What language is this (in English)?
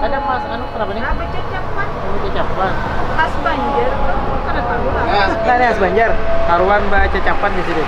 Banjar